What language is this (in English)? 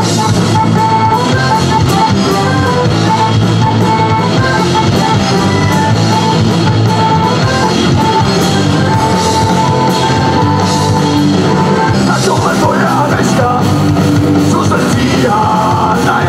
Czech